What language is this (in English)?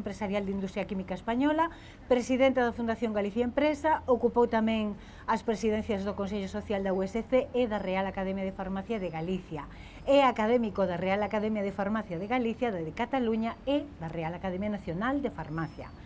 Galician